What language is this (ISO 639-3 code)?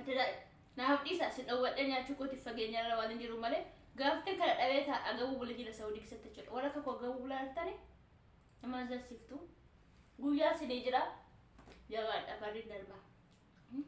orm